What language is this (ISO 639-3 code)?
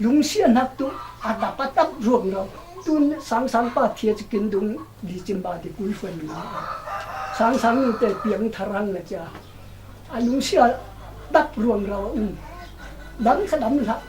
cfm